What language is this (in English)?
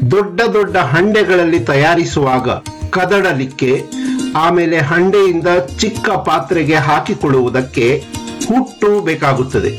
Kannada